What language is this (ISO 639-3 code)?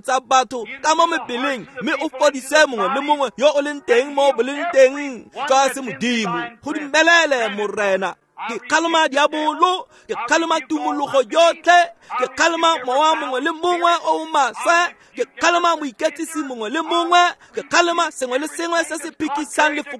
tsn